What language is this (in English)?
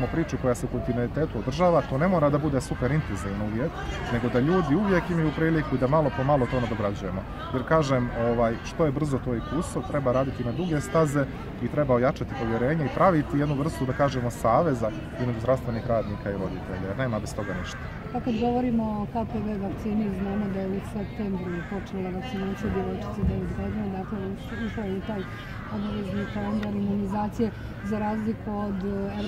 Bosnian